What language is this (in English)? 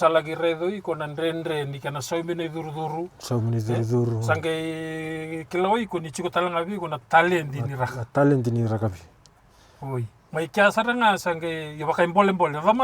Fijian